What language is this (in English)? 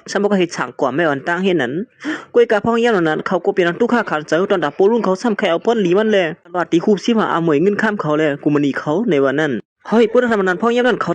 Shan